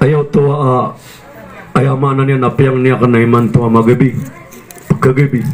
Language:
Maranao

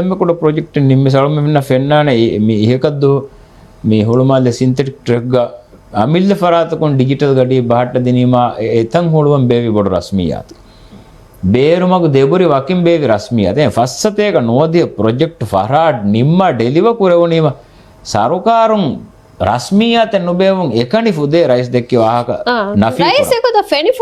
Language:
Divehi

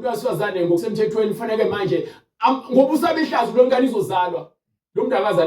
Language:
Zulu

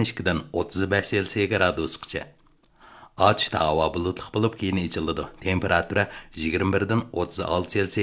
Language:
Uyghur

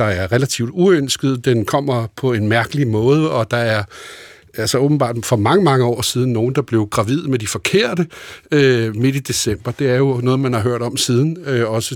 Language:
Danish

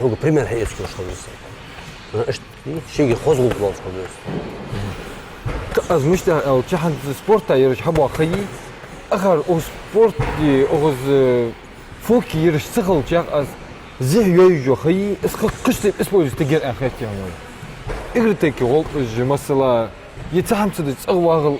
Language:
Ingush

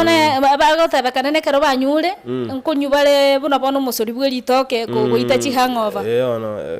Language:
Gusii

